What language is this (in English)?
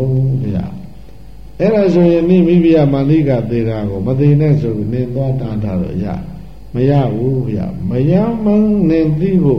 Burmese